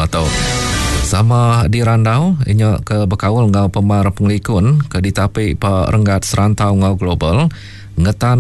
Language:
Iban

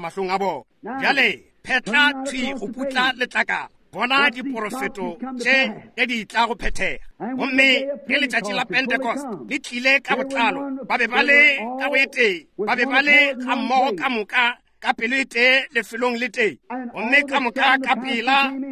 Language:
Northern Sotho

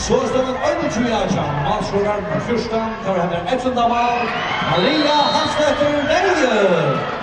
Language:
Faroese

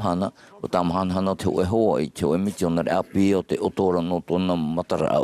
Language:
Tahitian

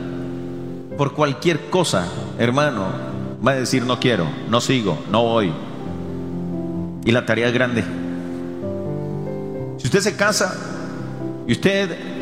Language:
Spanish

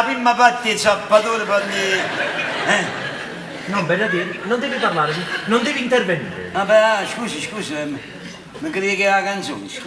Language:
Neapolitan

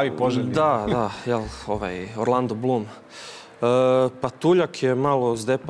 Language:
Croatian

